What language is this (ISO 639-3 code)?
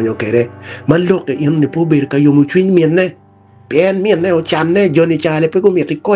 ach